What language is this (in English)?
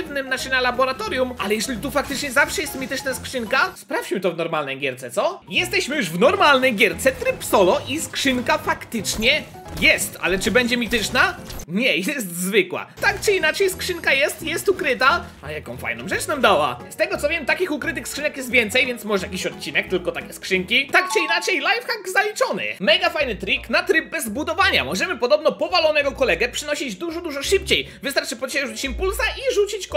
Polish